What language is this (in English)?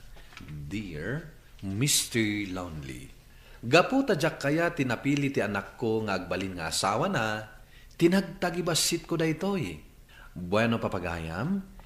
Iloko